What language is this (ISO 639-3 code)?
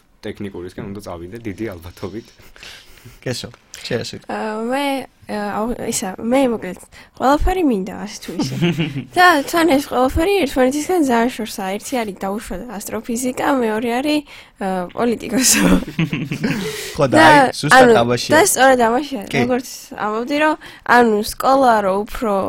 kat